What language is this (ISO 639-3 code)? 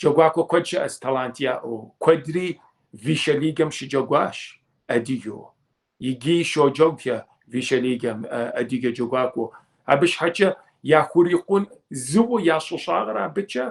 kbd